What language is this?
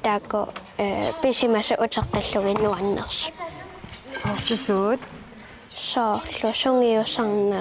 Kalaallisut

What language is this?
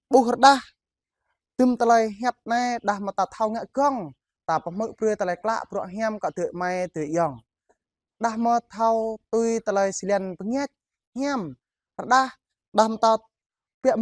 Jarai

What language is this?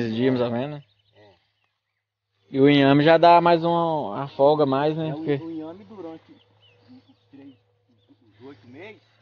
Portuguese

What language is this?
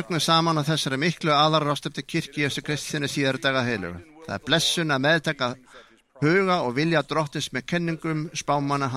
Icelandic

